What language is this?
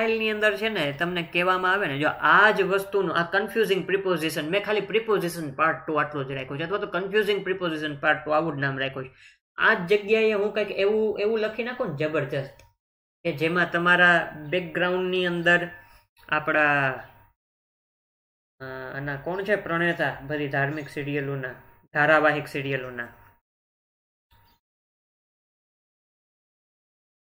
Gujarati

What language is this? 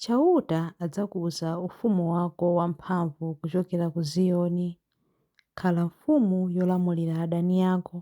Nyanja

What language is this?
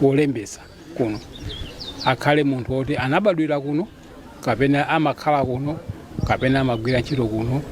Nyanja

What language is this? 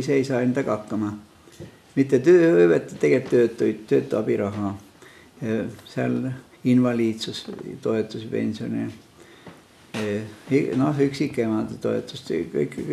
Estonian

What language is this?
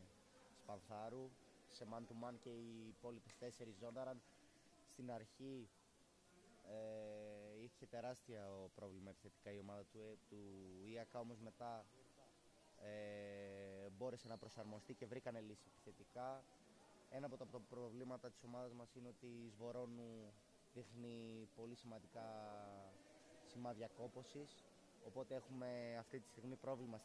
Greek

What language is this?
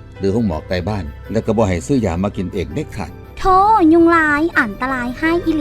Lao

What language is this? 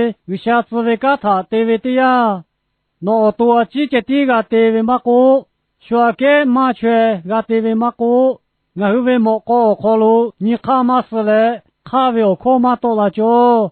Lahu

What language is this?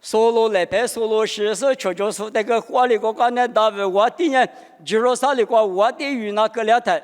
Lisu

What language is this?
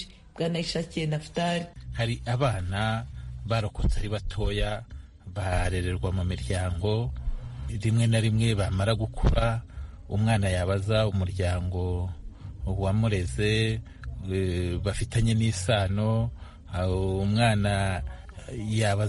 Kinyarwanda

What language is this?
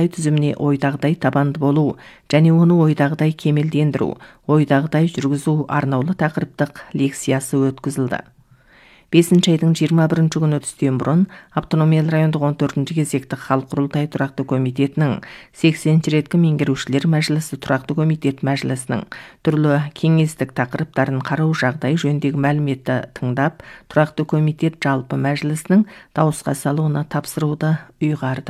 Kazakh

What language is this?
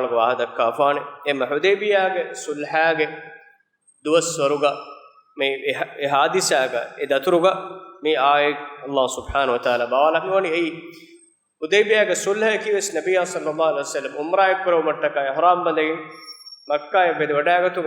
Divehi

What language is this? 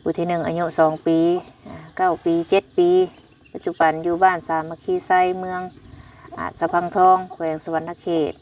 Lao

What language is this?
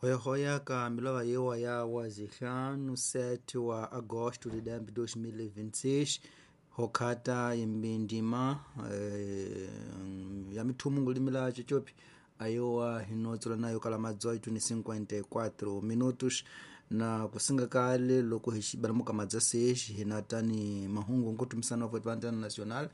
Tsonga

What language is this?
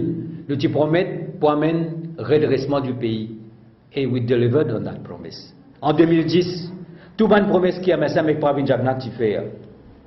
Morisyen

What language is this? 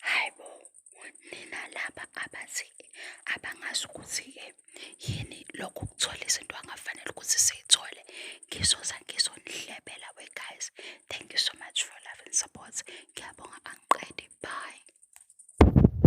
Zulu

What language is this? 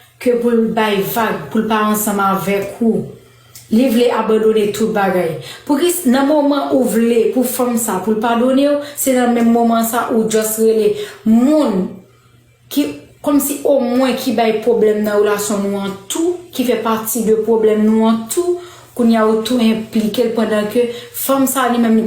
Haitian Creole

